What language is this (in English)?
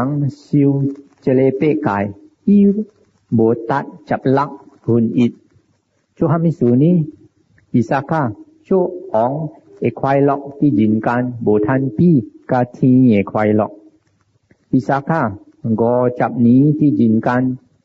Min Nan Chinese